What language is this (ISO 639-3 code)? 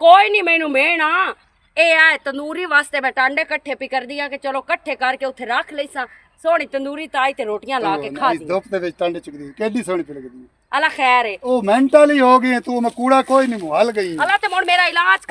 lah